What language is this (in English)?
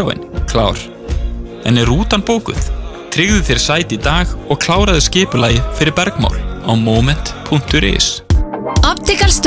Icelandic